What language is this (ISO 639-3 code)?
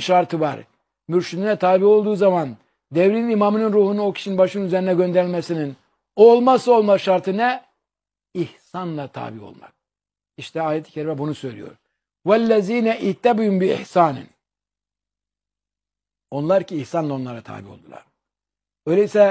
tur